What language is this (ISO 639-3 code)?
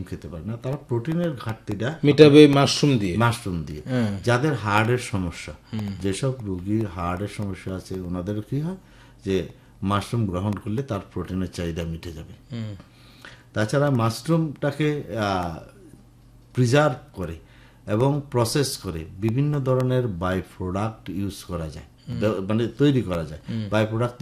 ben